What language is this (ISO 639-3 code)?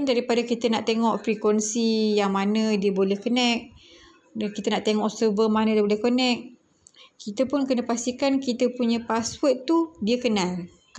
msa